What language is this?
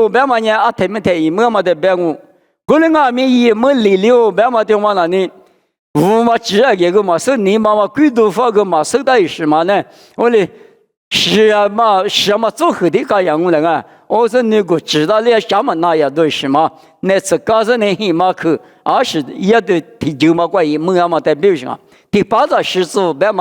Lisu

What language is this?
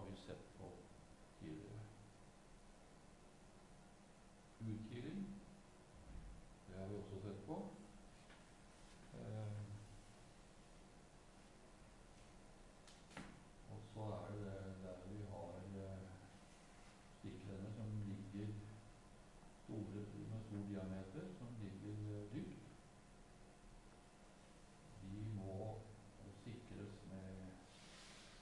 Norwegian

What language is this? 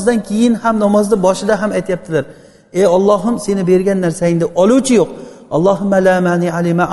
Uzbek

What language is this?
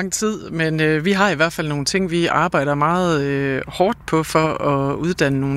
Danish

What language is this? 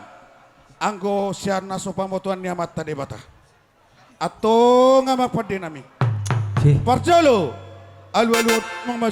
Batak Toba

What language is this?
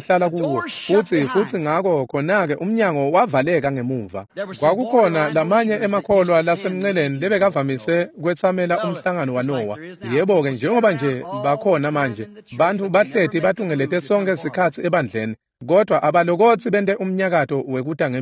Swati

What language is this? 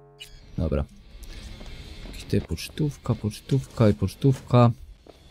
Polish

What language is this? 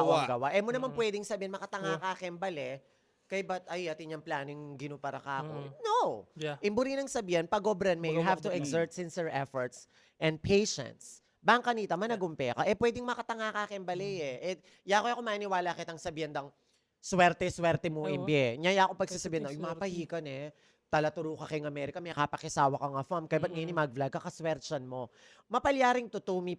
Pampanga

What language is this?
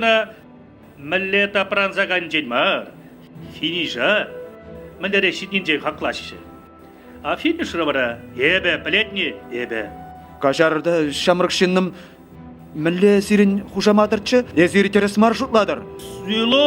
Chuvash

